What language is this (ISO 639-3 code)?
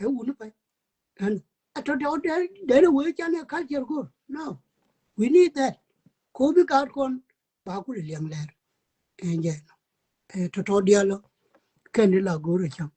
nus